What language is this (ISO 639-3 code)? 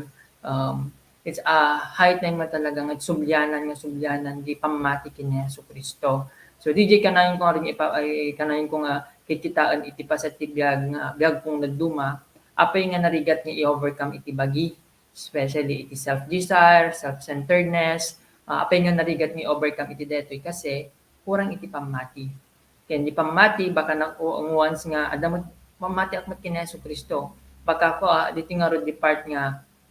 ilo